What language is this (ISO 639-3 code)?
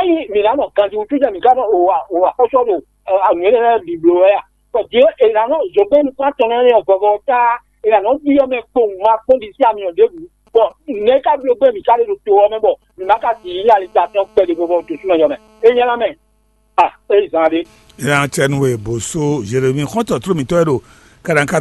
fon